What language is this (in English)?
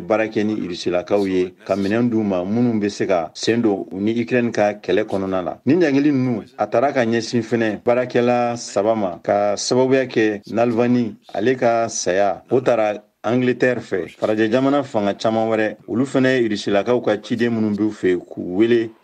Bambara